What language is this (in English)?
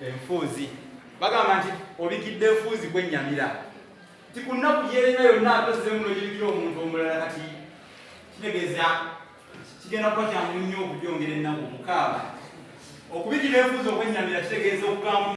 Ganda